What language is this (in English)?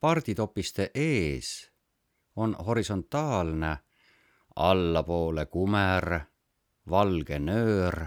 Estonian